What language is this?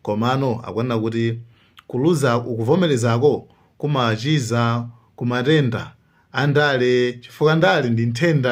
Nyanja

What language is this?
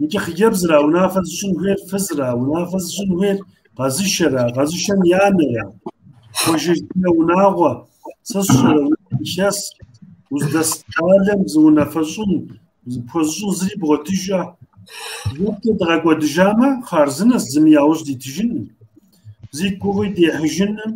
Kabardian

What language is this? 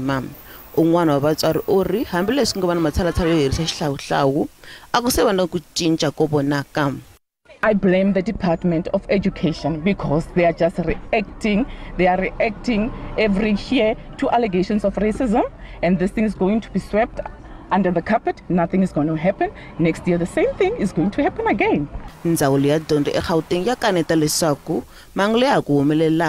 Tsonga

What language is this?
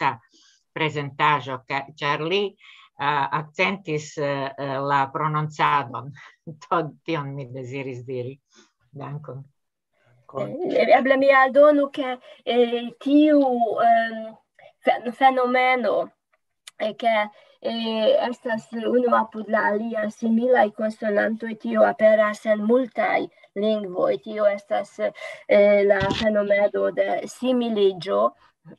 Esperanto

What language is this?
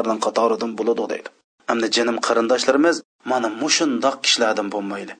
Uyghur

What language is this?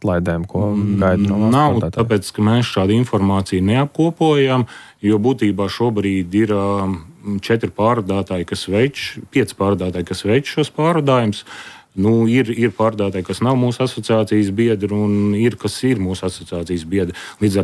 Latvian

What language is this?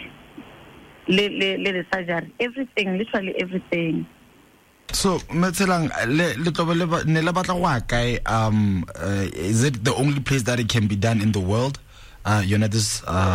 Tswana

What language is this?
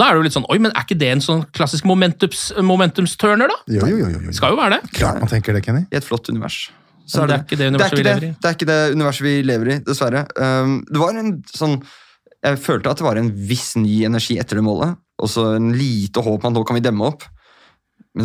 Norwegian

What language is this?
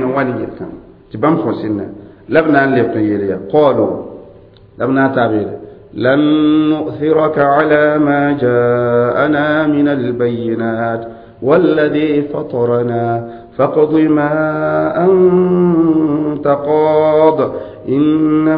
Mossi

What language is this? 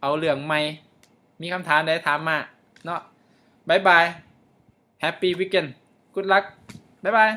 Lao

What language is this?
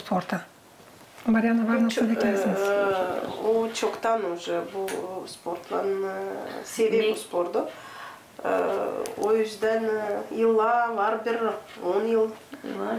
Gagauz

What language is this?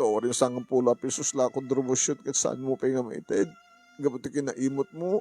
Iloko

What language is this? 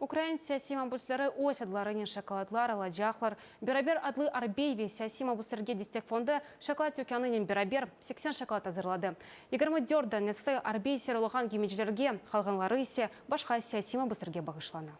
Crimean Tatar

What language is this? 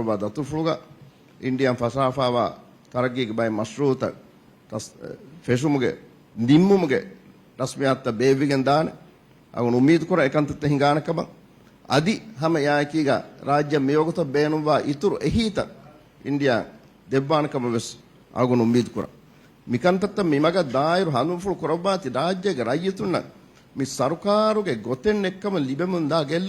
Divehi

